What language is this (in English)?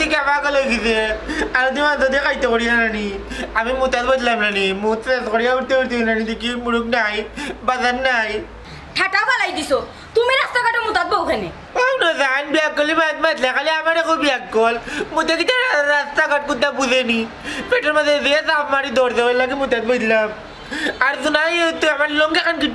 Sylheti